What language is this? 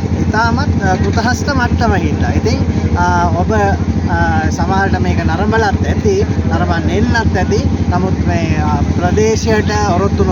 Sinhala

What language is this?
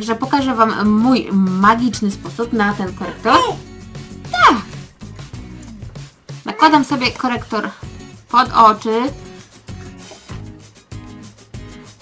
Polish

